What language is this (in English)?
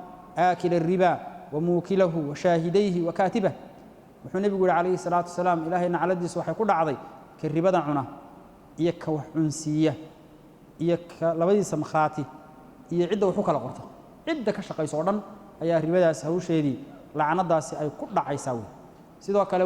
Somali